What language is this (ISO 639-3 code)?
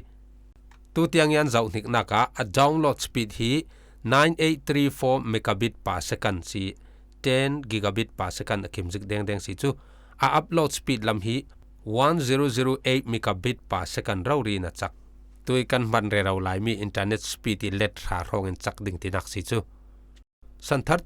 cfm